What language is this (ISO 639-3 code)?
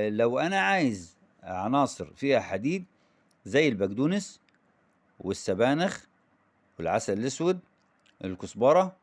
arz